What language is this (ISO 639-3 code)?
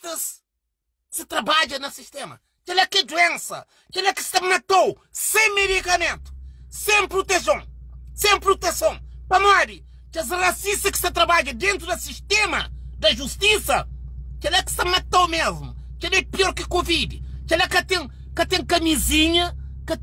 kea